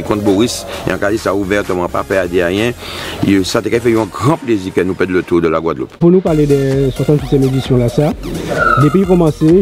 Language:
Guadeloupean Creole French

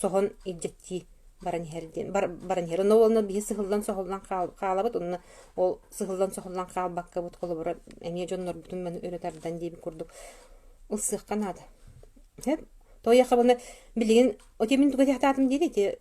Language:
Yakut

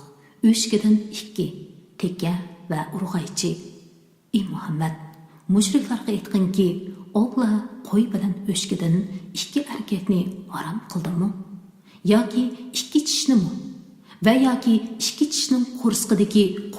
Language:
Uyghur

